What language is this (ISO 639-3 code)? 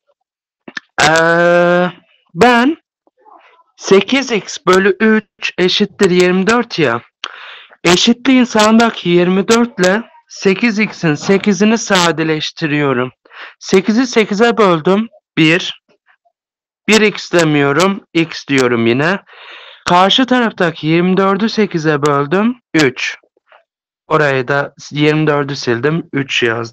tur